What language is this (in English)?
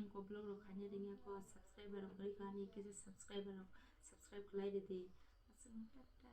Kok Borok